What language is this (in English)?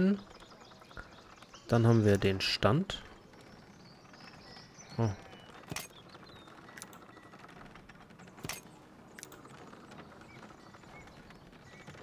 German